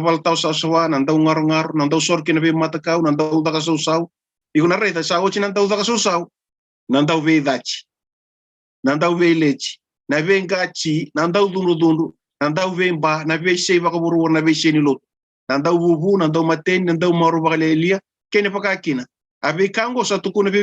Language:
Fijian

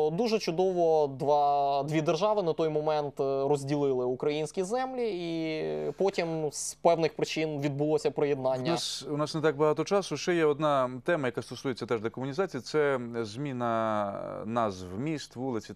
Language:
Ukrainian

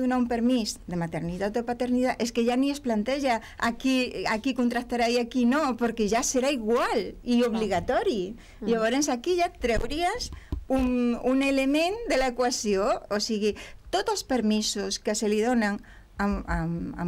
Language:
Catalan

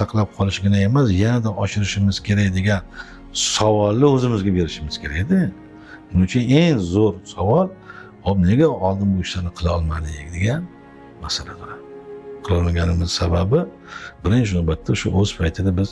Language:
Uzbek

